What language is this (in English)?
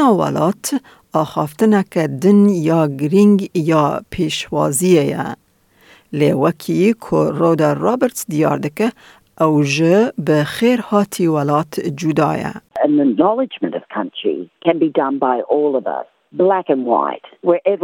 Kurdish